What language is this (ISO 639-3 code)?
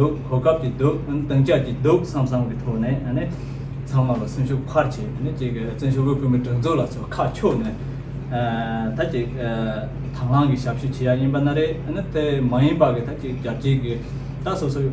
bod